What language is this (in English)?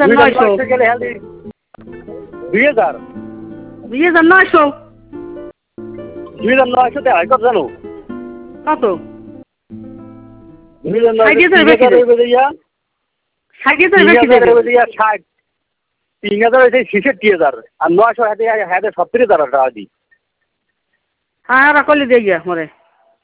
Bangla